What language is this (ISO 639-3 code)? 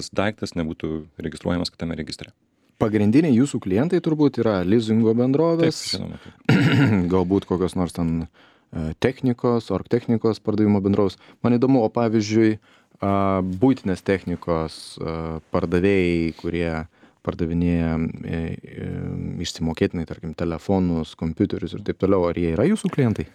lit